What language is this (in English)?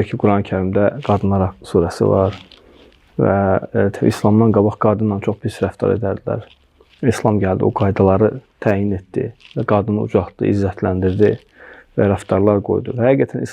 Azerbaijani